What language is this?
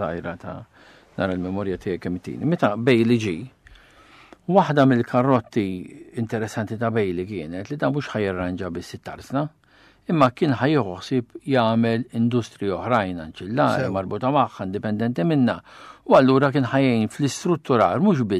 Maltese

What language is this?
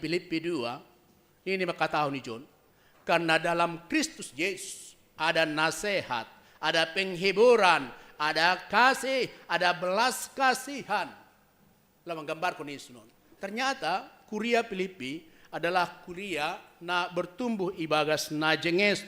Batak Simalungun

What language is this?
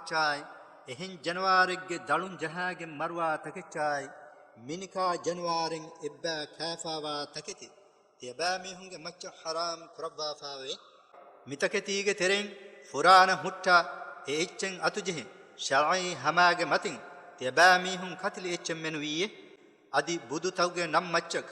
Divehi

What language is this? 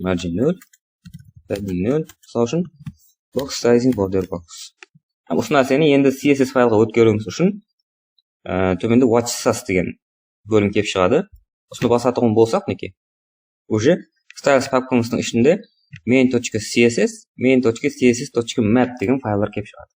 Kara-Kalpak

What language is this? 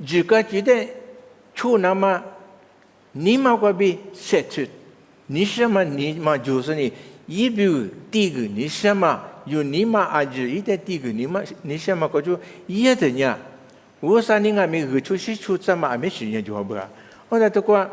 Lisu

